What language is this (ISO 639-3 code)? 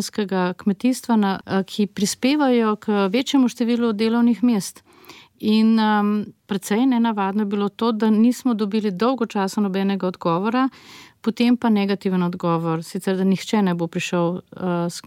slv